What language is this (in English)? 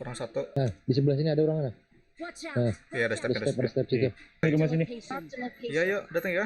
Banjar